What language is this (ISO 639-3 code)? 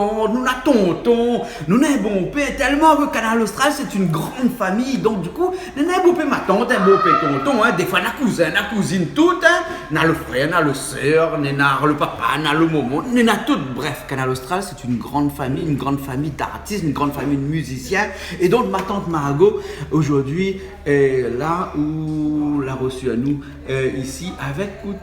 rcf